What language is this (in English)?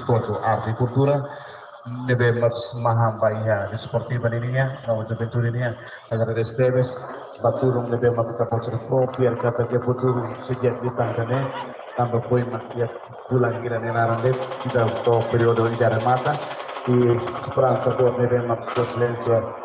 Tetum